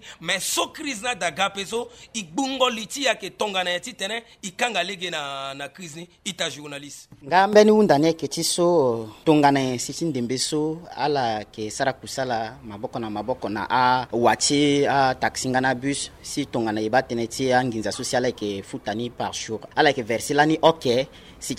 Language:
Sango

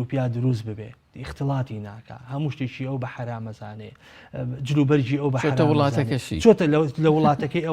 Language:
Central Kurdish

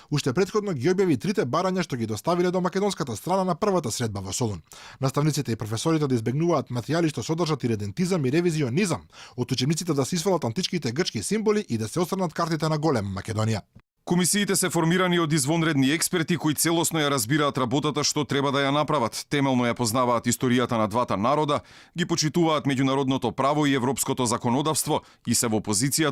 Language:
Macedonian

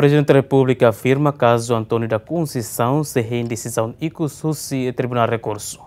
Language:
Tetum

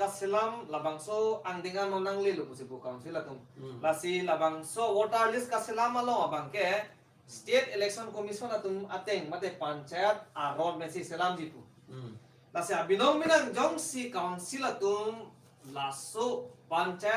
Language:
Karbi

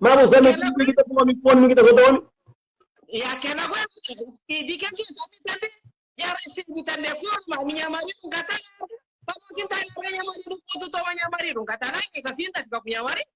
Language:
Kabuverdianu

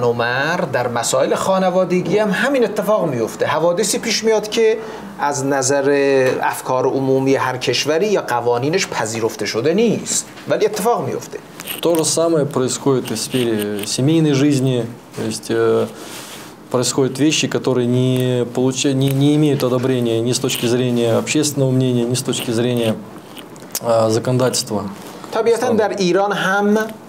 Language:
Persian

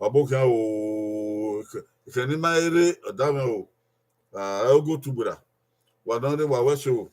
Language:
Bini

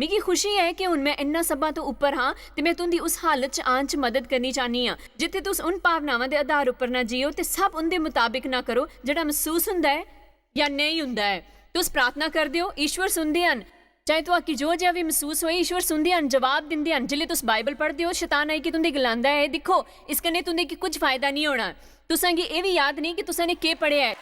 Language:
Dogri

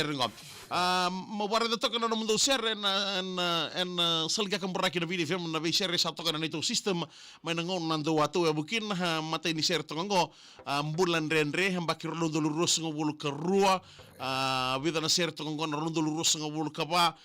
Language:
Fijian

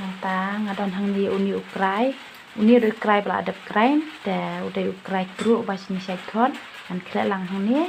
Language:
Khasi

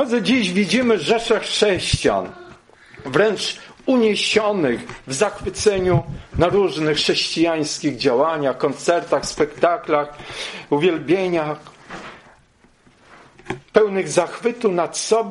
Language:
Polish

